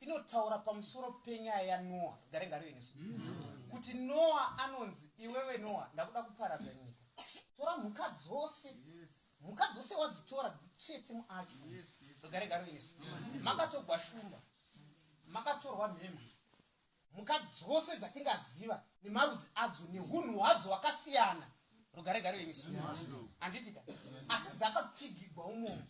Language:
Shona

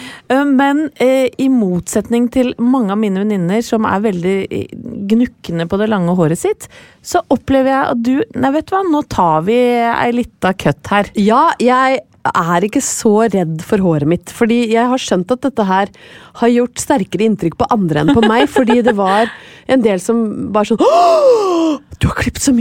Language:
Norwegian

